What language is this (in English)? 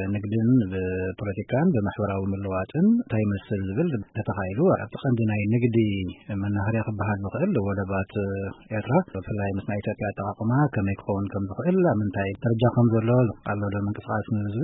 Tigrinya